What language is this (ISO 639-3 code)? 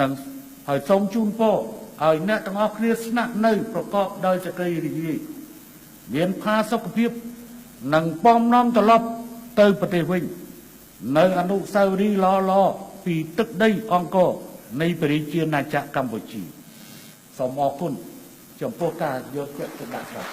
khm